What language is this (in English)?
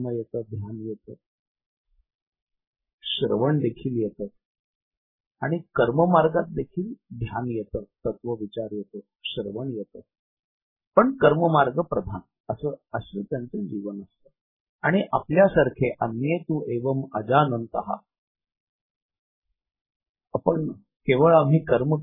Marathi